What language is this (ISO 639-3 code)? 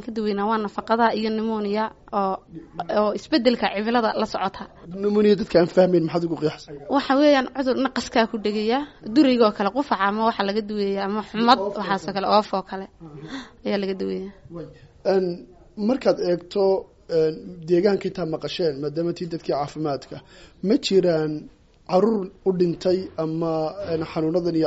som